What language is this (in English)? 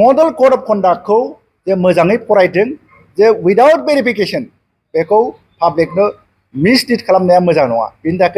Bodo